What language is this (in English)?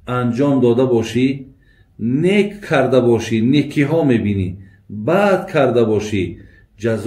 Tajik